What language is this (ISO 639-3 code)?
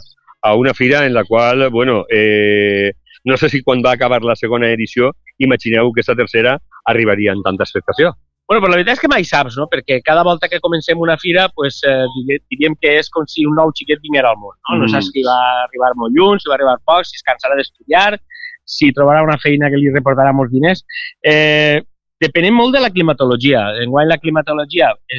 cat